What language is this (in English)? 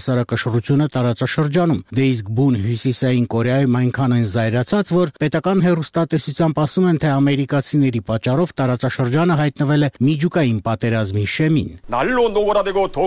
Armenian